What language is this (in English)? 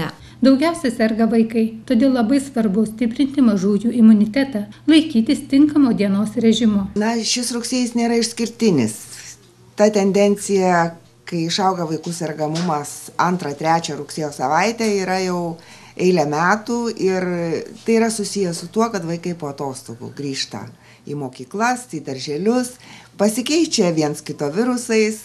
Lithuanian